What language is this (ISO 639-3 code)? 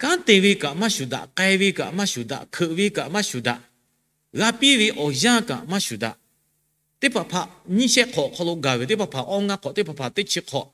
lhu